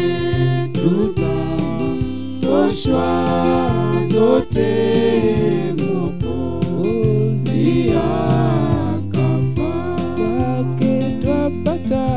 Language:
Swahili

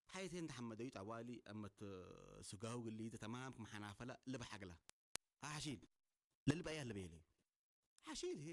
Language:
Tigrinya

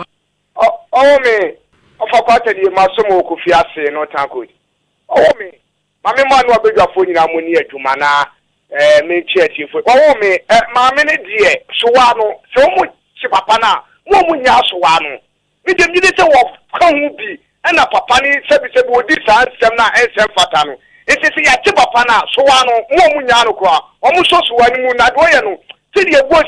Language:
Akan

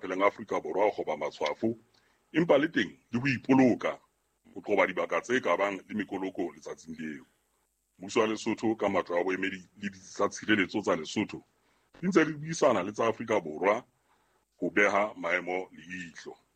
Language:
Southern Sotho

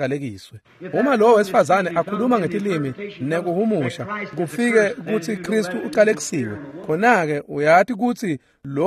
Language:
Swati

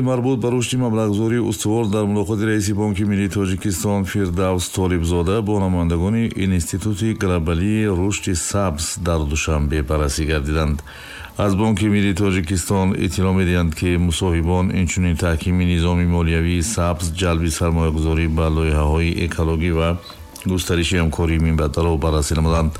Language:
Tajik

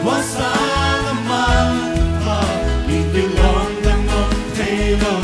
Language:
Paite Chin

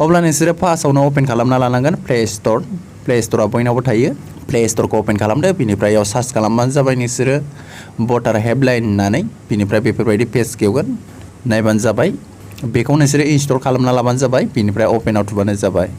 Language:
Bodo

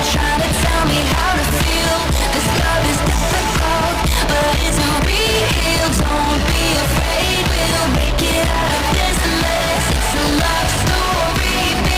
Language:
Kara-Kalpak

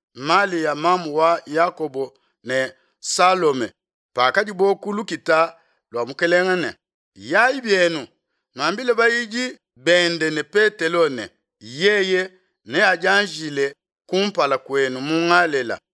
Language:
Luba-Lulua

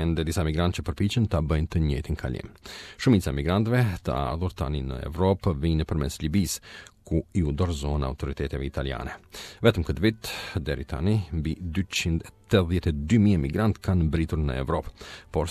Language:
Albanian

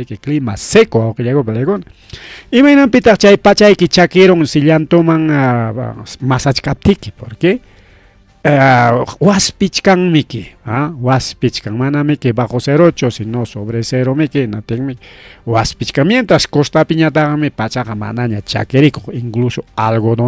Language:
Ayacucho Quechua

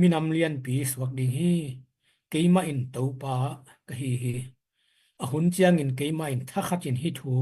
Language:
Tedim Chin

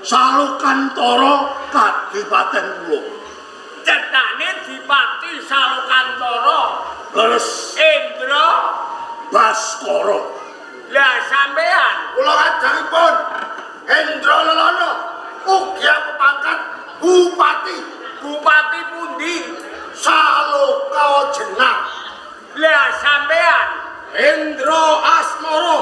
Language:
Javanese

